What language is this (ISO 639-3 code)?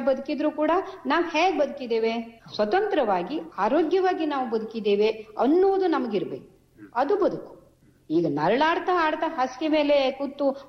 kan